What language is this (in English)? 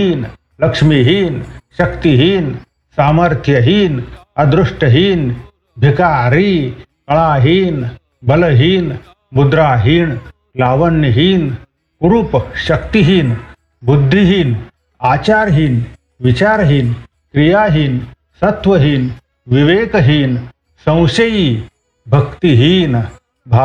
Marathi